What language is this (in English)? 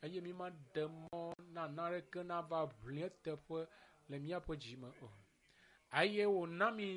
Ewe